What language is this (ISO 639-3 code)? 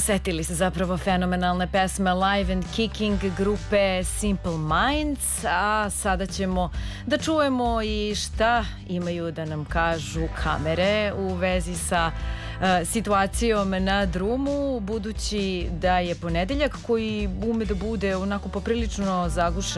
srp